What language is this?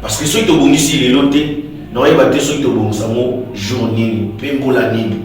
Lingala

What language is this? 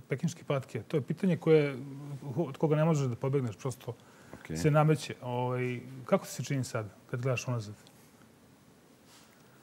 Serbian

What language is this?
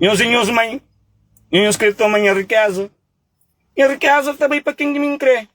Kabuverdianu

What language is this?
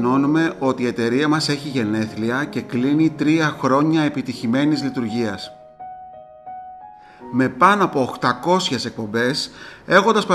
Greek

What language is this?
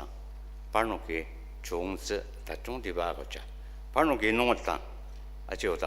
Ao Naga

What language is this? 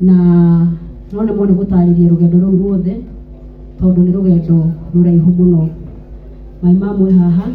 Kikuyu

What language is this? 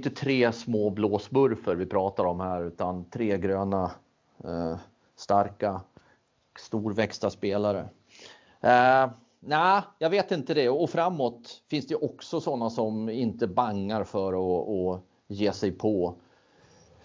Swedish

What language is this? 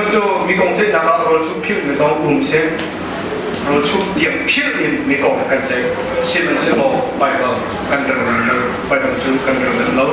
Hakha Chin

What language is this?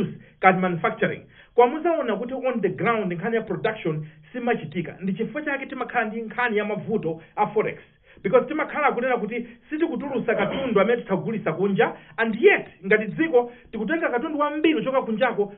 Nyanja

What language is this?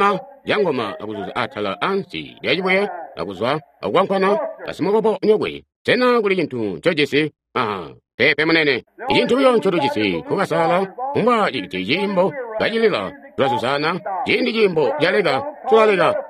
Tonga (Zambia)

